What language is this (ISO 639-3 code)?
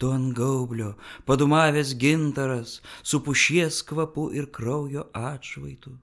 lit